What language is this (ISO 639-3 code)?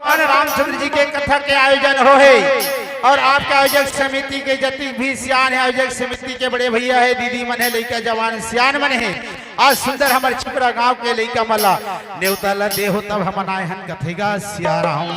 hne